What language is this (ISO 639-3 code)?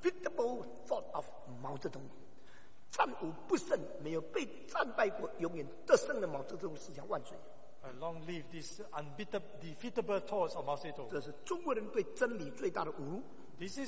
zho